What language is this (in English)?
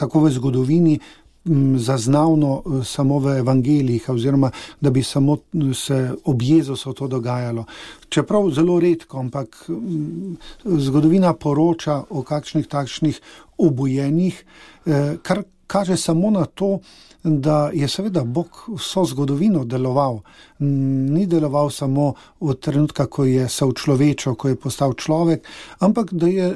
Slovenian